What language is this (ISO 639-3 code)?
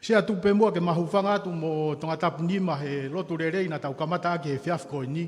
ton